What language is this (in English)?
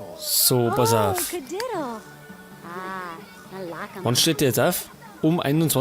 Bavarian